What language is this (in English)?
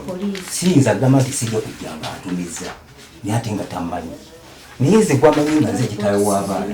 Ganda